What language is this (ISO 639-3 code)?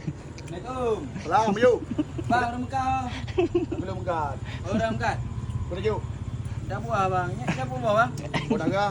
ace